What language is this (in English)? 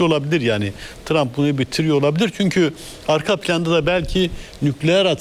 Turkish